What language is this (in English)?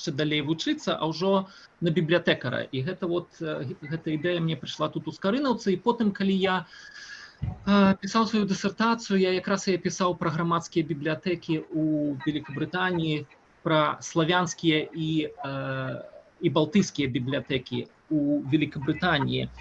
Belarusian